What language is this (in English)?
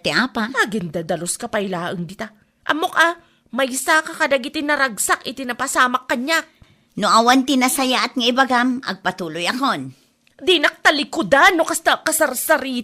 Iloko